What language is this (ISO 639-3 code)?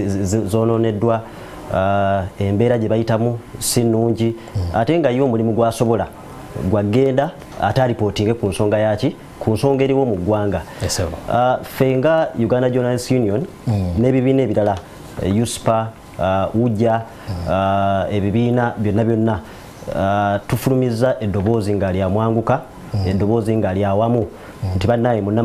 lug